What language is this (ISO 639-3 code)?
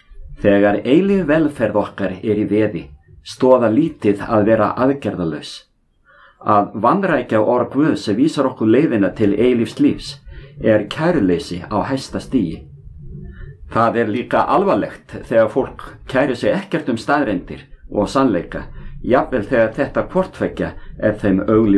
isl